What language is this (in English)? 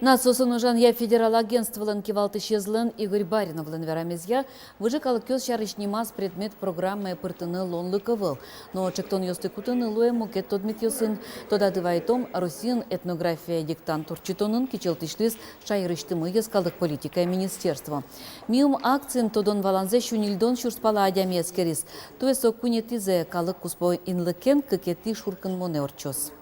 Udmurt